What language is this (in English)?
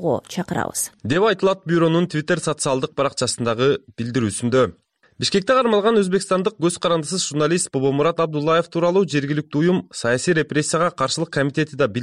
Kyrgyz